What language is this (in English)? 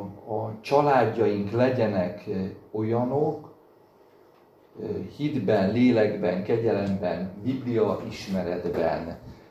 Hungarian